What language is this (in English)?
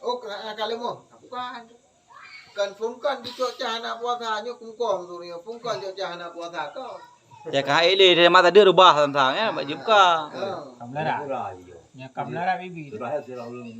Achinese